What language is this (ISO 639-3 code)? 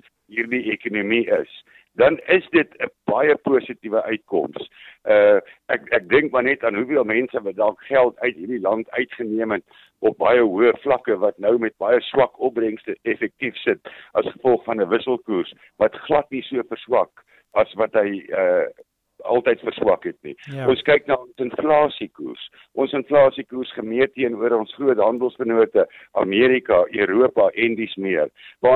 afr